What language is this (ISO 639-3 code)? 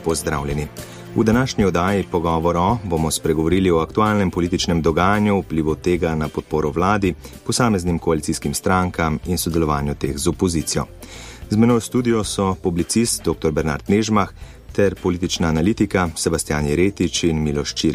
slv